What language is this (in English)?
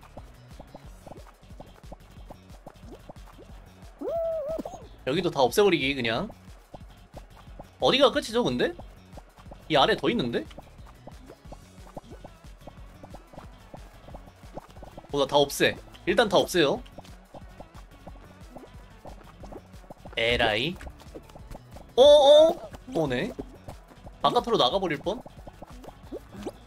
Korean